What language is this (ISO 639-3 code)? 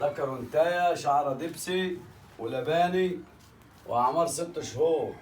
arz